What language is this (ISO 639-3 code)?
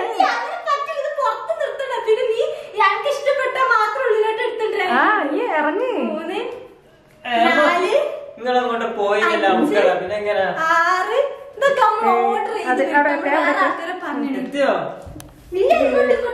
mal